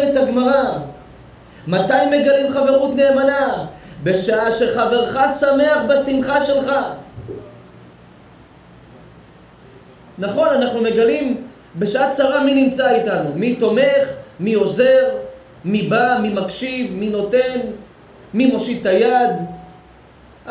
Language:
Hebrew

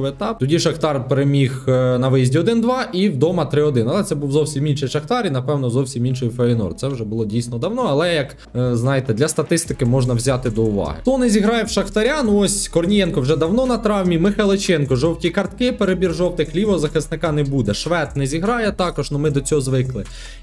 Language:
Ukrainian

